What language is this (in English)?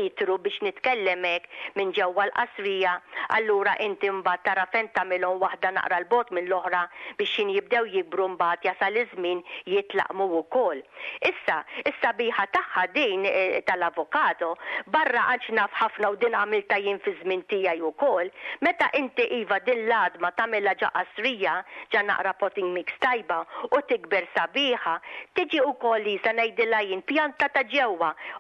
Maltese